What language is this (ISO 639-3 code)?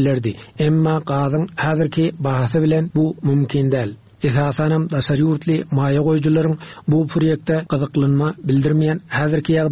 tuk